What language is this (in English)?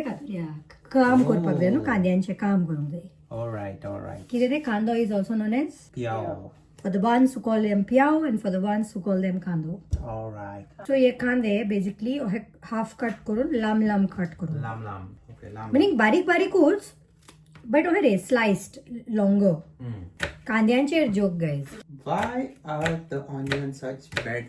Konkani